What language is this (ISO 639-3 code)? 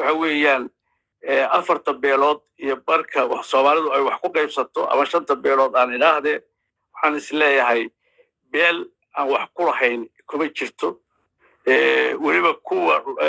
som